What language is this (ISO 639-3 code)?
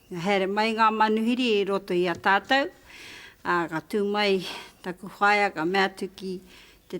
mri